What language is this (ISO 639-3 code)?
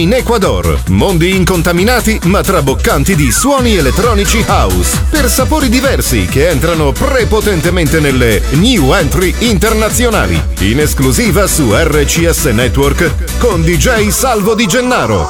ita